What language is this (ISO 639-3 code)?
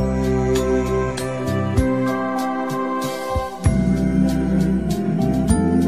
fil